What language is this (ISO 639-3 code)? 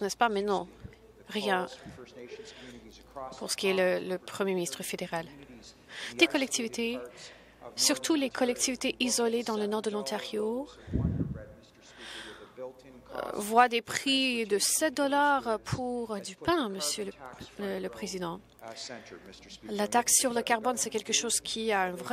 fra